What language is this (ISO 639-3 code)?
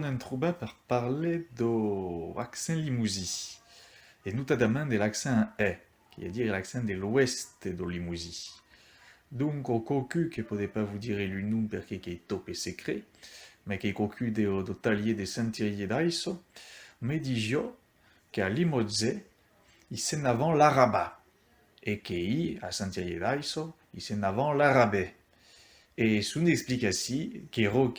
oci